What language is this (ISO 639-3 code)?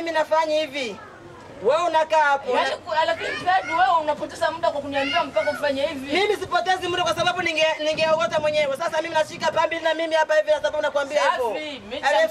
swa